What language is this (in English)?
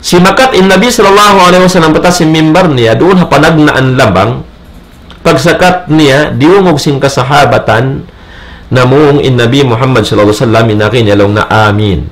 Tausug